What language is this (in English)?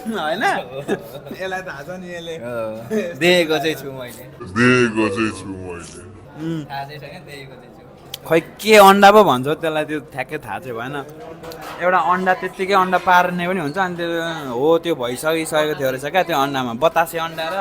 Nepali